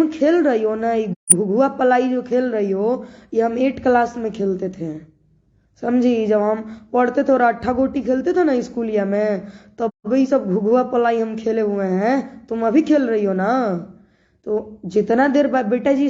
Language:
Bhojpuri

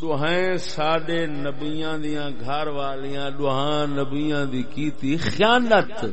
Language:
Saraiki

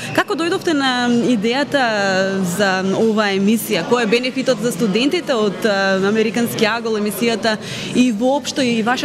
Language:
Macedonian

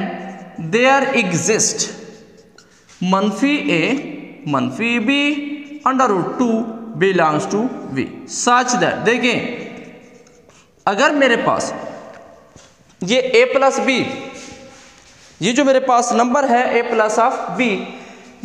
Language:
Hindi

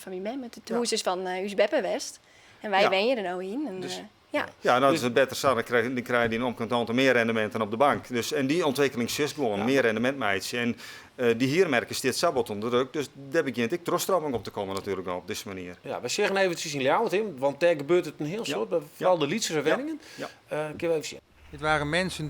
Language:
Western Frisian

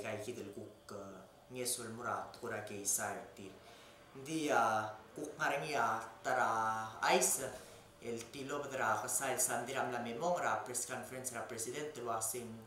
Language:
Palauan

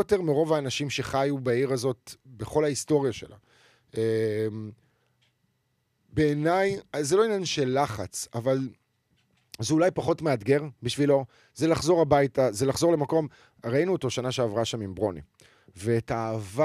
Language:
Hebrew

